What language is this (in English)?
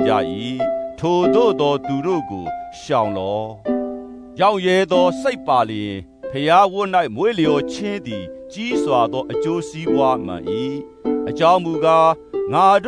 Burmese